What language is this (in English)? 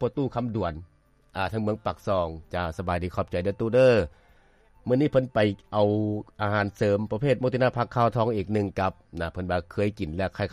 Lao